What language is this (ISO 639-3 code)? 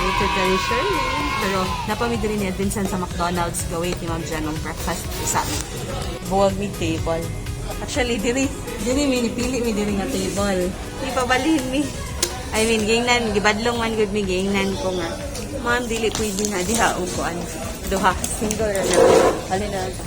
ceb